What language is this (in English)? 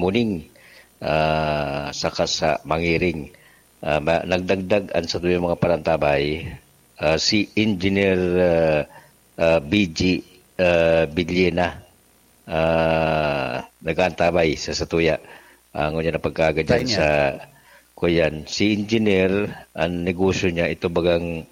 Bikol